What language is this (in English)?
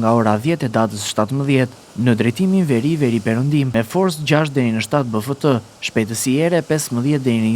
Albanian